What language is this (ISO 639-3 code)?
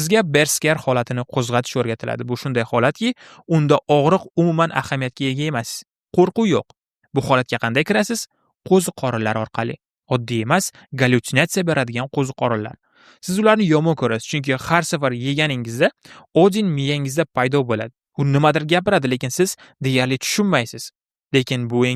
uzb